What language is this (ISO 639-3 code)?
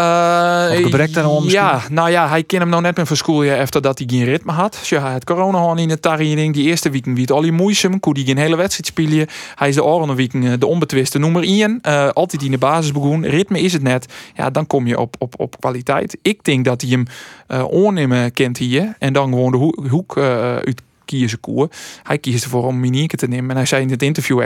fry